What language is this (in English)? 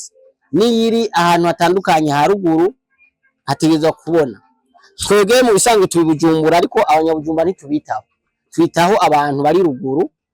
Rundi